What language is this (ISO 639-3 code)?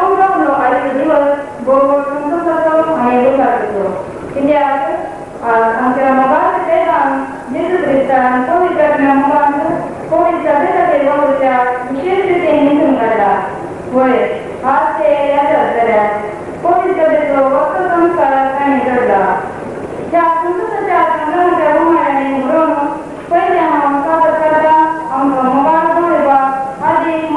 kok